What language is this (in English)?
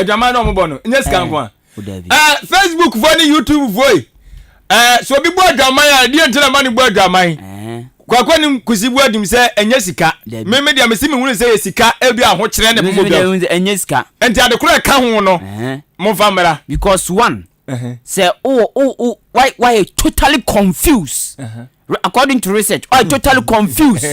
Akan